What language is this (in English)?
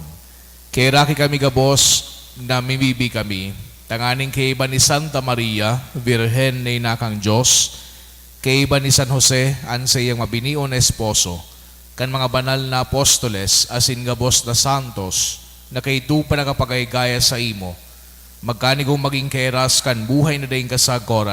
Bikol